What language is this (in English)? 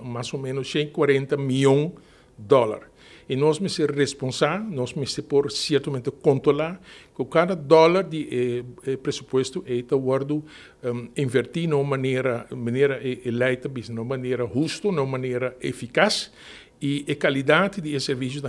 Papiamento